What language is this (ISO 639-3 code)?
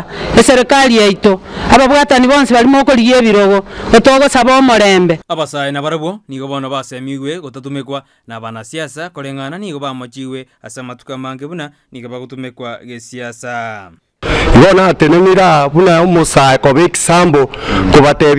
guz